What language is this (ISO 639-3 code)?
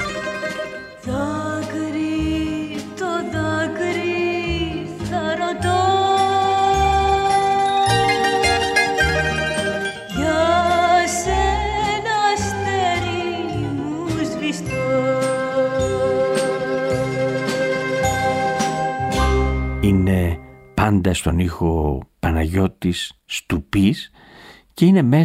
ell